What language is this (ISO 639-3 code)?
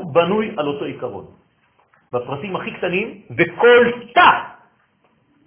heb